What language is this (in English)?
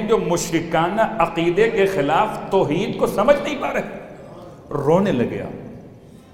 Urdu